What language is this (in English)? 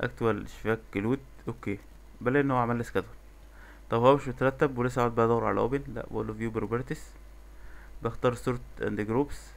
Egyptian Arabic